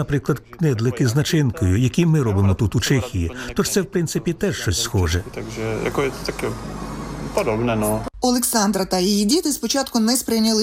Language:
Ukrainian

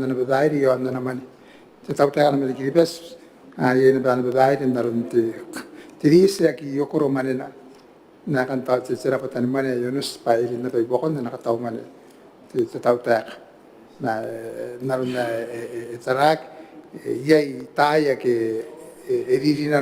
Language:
Gilbertese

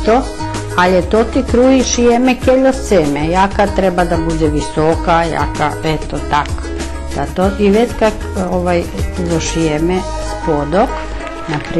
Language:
Rusyn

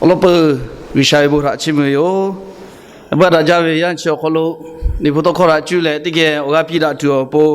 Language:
Lahu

